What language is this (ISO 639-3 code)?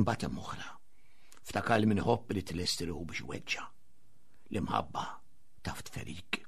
mlt